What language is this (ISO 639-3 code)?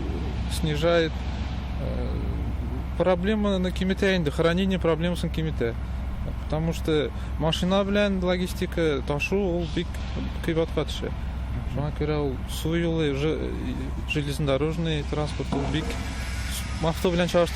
tat